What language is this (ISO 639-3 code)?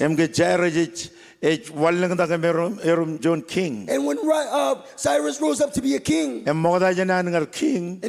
mah